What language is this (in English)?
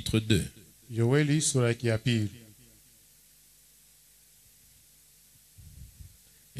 Swahili